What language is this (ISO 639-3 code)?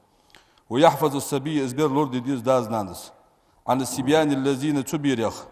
inh